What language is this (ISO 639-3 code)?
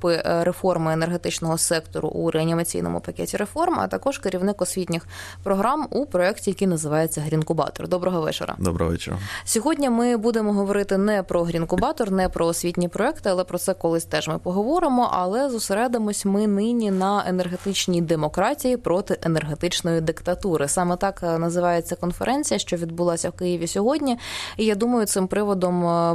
ukr